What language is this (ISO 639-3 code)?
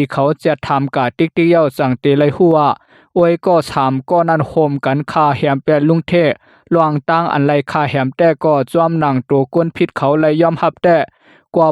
shn